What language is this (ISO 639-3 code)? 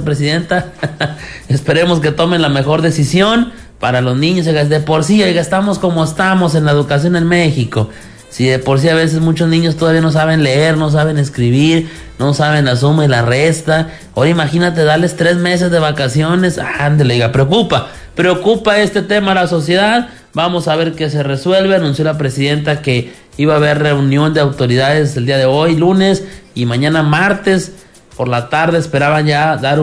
spa